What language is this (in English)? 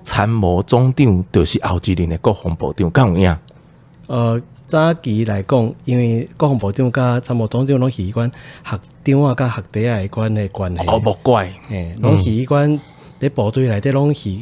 Min Nan Chinese